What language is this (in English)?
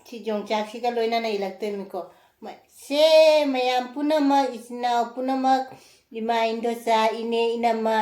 Manipuri